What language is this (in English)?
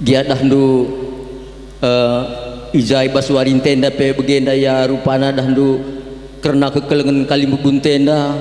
Batak Karo